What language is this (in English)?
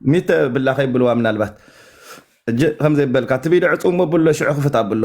Tigrinya